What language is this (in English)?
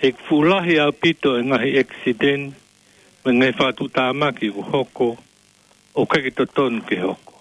Tongan